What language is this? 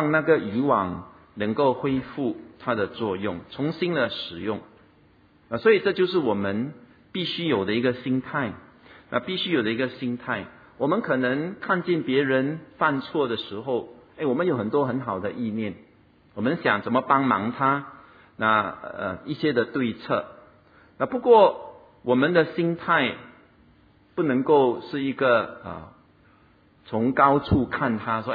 Chinese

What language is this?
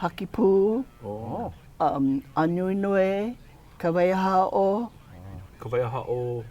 Hawaiian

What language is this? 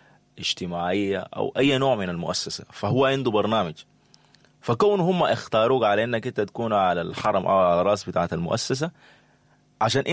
Sudanese Arabic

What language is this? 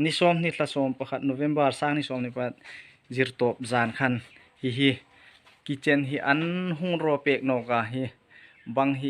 Hmar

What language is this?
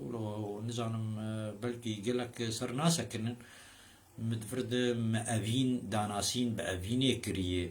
Kurdish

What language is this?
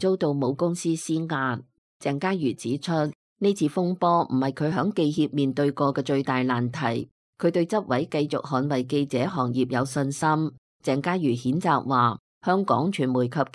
Cantonese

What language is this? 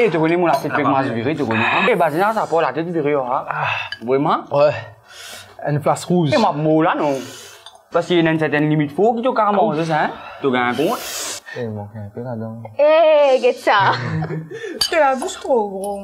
Morisyen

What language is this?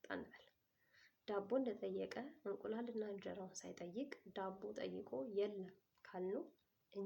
Amharic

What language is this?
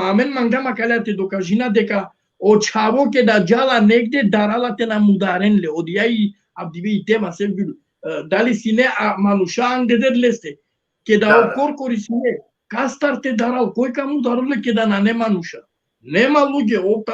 Balkan Romani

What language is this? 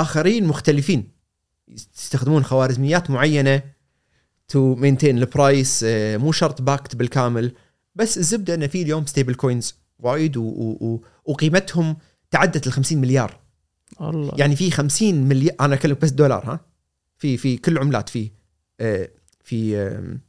Gulf Arabic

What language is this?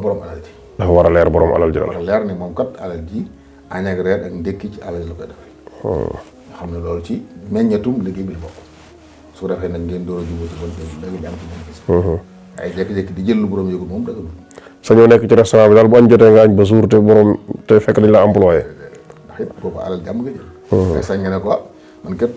Wolof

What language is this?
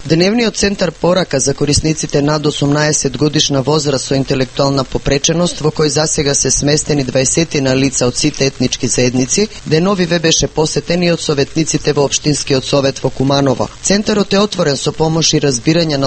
Macedonian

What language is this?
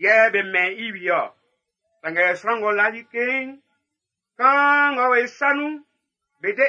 Baoulé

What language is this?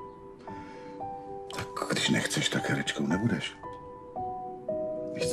Czech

